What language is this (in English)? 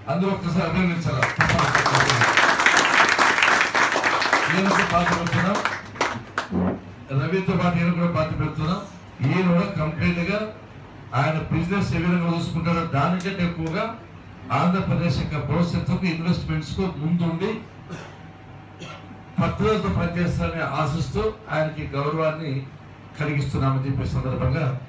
Telugu